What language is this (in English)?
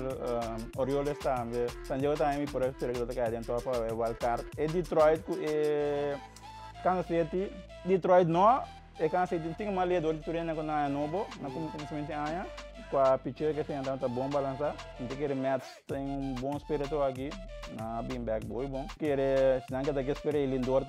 Papiamento